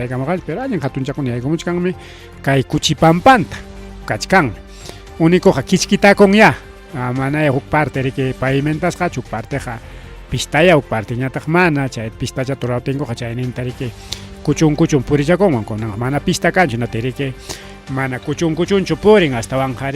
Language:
Ayacucho Quechua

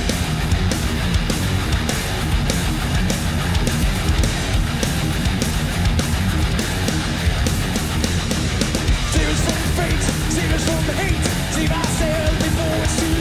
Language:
English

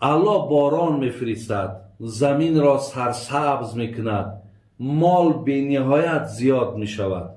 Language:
Tajik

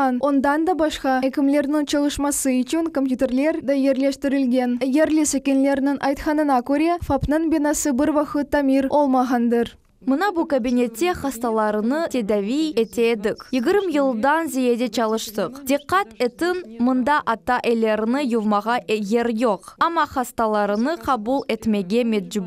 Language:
Crimean Tatar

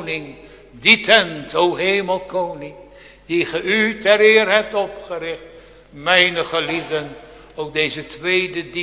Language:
Dutch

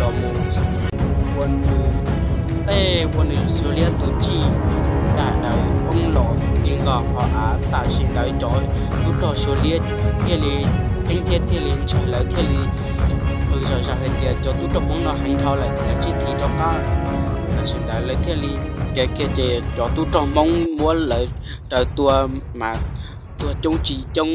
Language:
Hmong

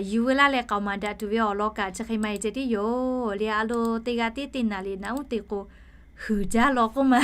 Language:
Lahu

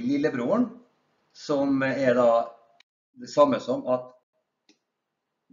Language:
Norwegian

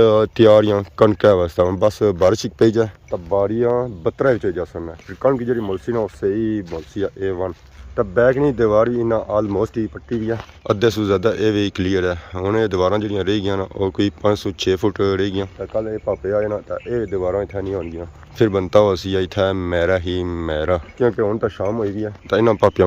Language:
Pahari-Potwari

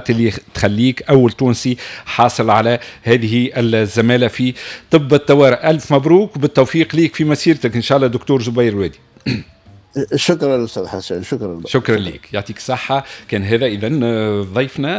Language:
Tunisian Arabic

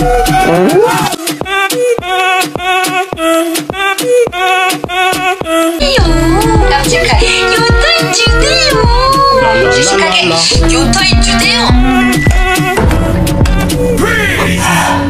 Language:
Korean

